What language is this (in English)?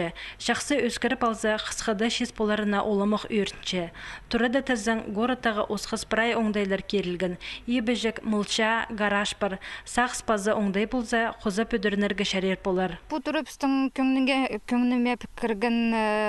Khakas